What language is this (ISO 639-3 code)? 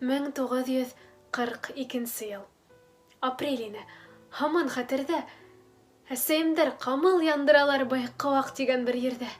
bak